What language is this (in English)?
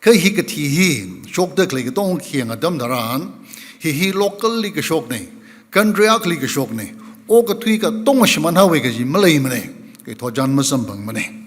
Tangkhul Naga (India)